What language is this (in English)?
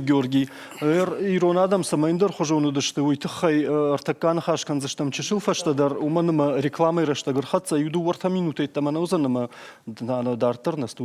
Ossetic